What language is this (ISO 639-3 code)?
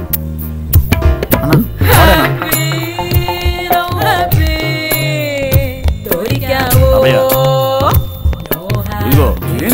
tel